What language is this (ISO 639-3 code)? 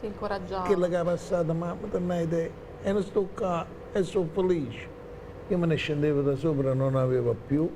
nap